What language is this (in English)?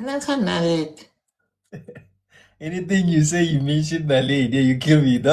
Zulu